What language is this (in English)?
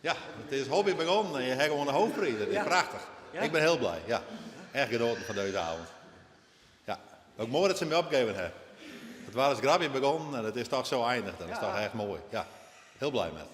Western Frisian